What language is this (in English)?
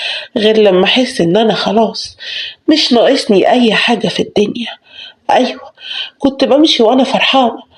Egyptian Arabic